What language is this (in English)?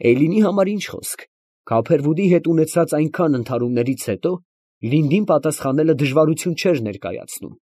Armenian